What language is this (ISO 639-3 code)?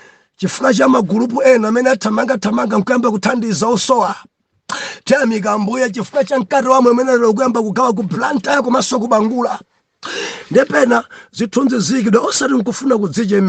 nya